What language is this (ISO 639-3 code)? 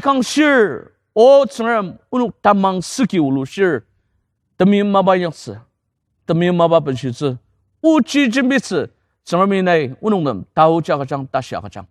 njo